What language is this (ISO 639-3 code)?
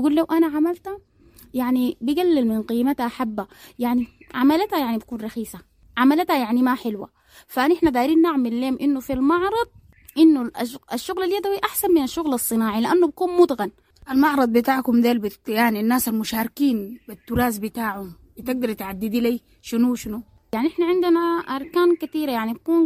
apd